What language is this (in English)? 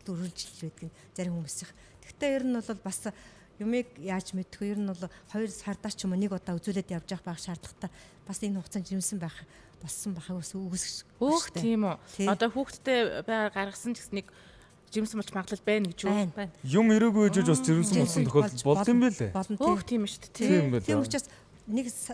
Mongolian